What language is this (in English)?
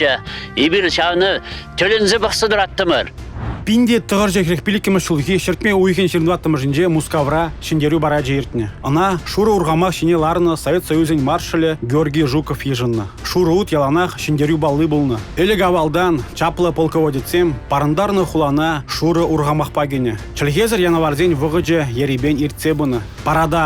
Chuvash